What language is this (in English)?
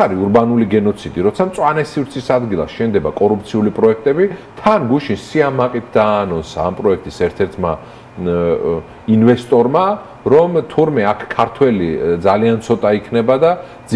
Georgian